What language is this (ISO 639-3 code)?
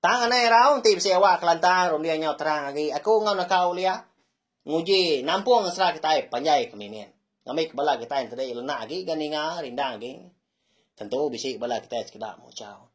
iba